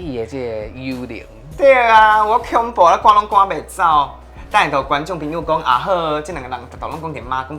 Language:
Min Nan Chinese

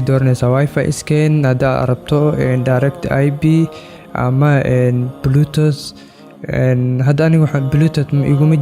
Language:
Somali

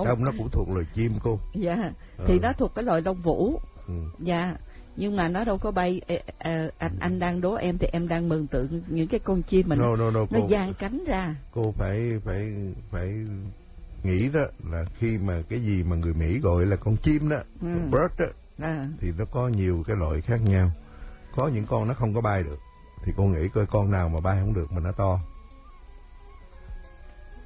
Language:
Vietnamese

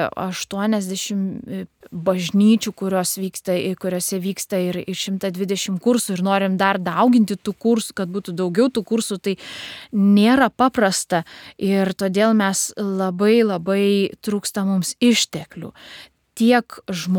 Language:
Lithuanian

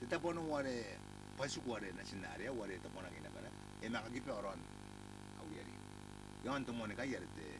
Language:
Gilbertese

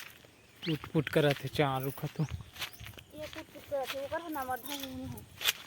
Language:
Chhattisgarhi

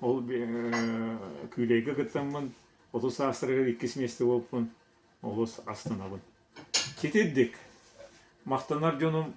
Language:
Yakut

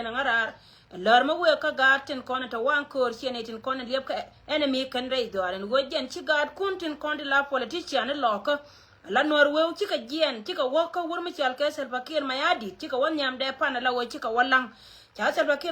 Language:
Nuer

